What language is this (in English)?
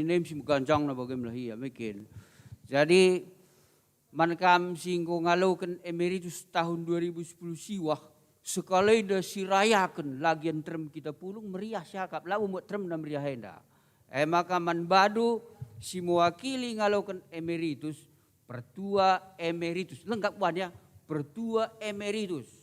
Batak Karo